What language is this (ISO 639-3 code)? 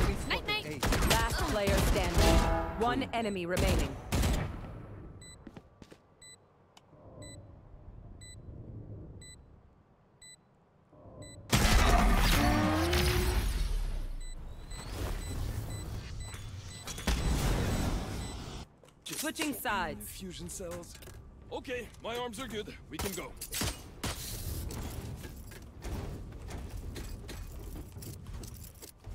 eng